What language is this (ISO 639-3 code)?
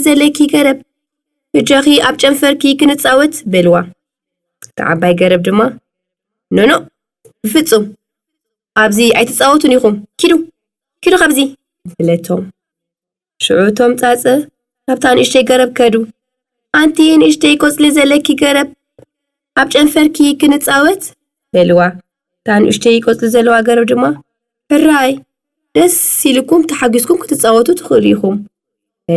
tir